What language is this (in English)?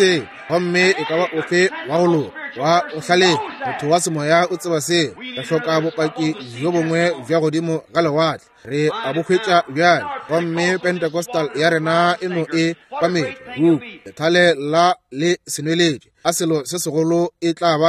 Northern Sotho